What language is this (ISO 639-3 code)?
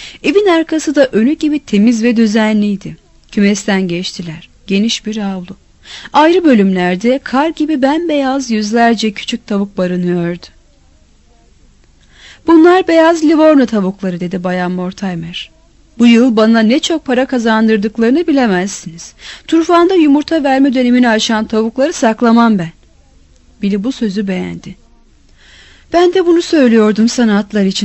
tur